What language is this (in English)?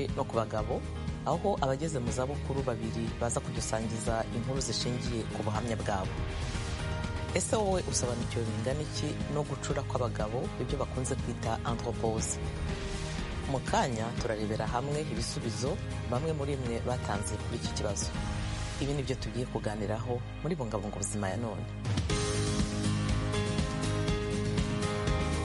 Kinyarwanda